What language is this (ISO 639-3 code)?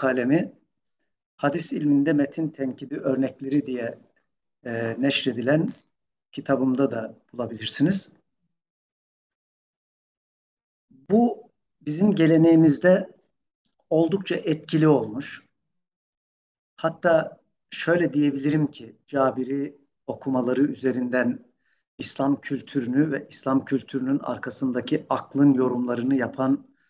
tur